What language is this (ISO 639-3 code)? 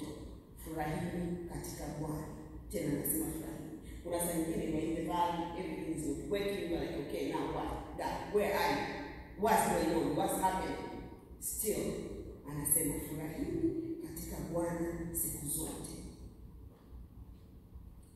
swa